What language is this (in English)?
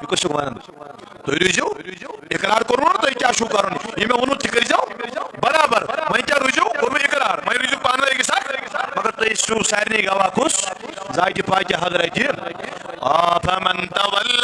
Kashmiri